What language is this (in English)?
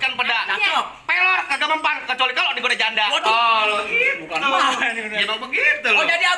Betawi